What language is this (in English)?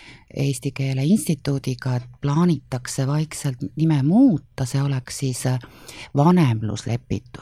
Estonian